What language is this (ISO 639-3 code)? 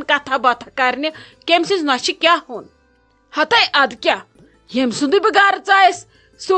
kas